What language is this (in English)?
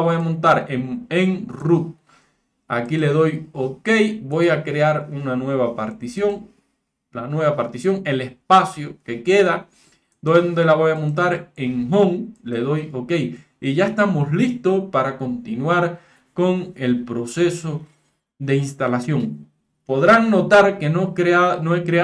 Spanish